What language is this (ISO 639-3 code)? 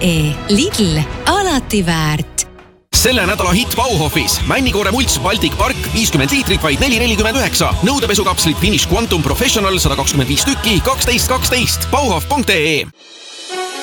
est